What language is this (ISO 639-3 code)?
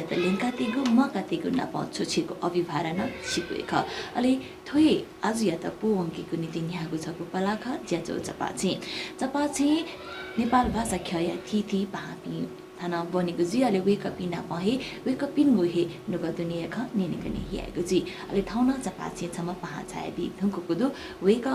new